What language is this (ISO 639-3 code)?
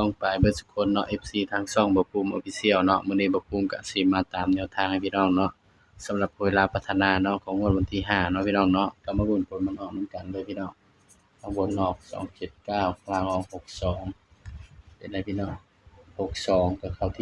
tts